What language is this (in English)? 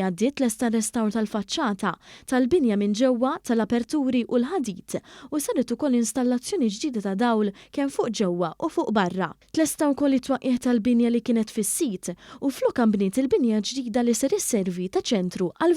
Maltese